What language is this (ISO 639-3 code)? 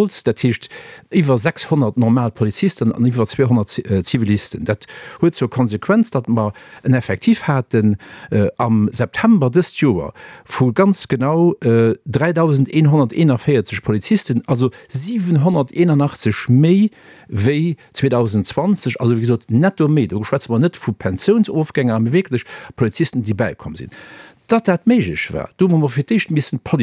ltz